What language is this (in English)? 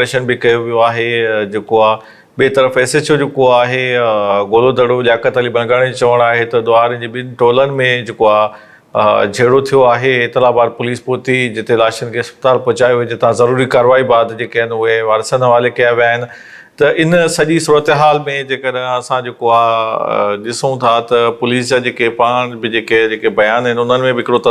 Sindhi